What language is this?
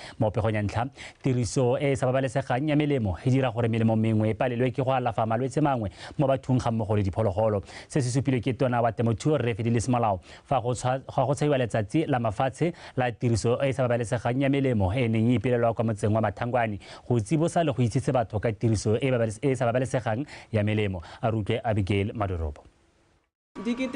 Tswana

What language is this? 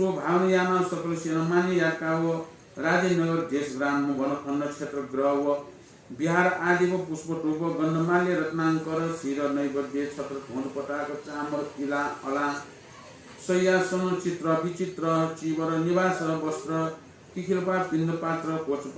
Newari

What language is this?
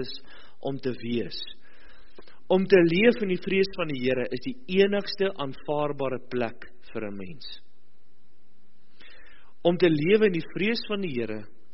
Afrikaans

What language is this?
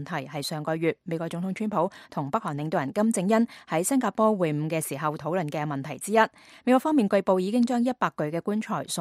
Cantonese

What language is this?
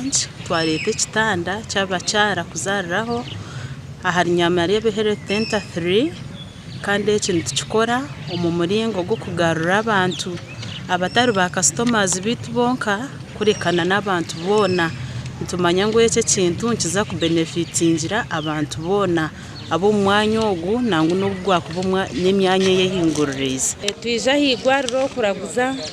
Nyankole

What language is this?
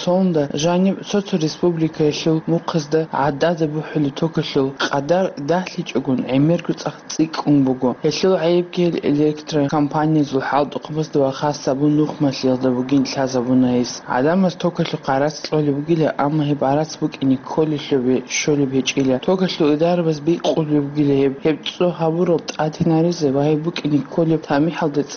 Avaric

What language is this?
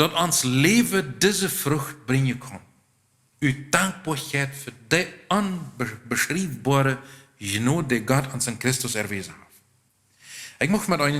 Plautdietsch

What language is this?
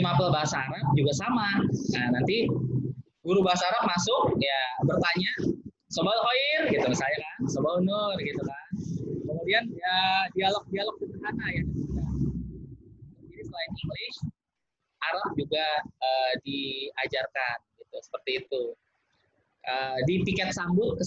Indonesian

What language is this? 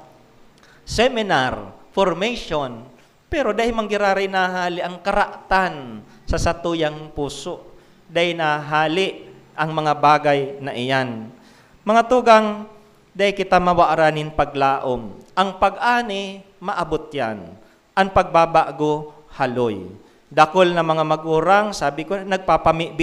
Bikol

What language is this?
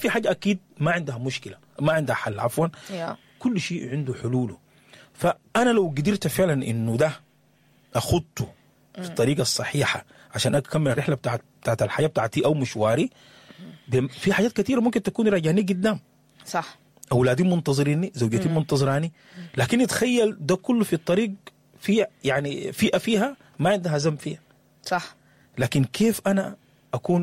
Sudanese Arabic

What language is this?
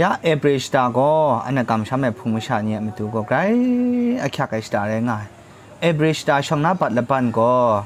Kachin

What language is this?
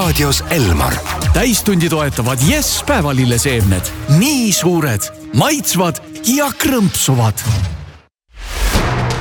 Estonian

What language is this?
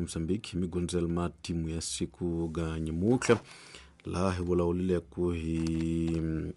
Tsonga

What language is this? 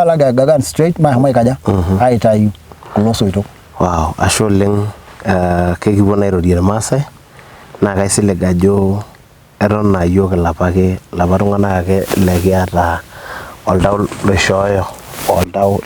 Masai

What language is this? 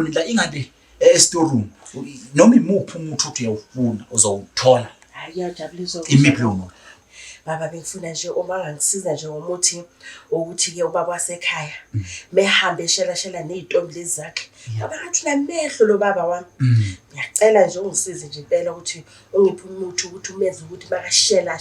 Zulu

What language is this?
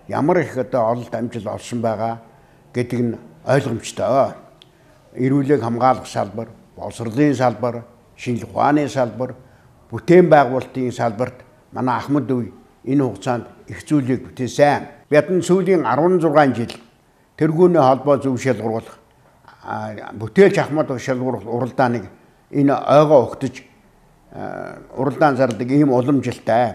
Mongolian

